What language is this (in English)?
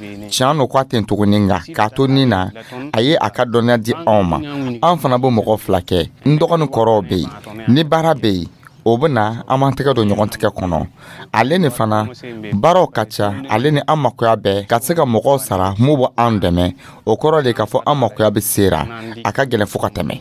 Dyula